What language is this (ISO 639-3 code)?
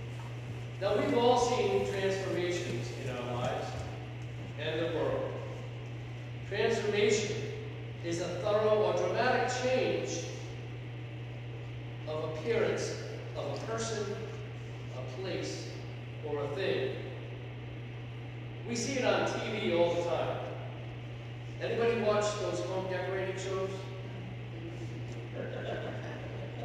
eng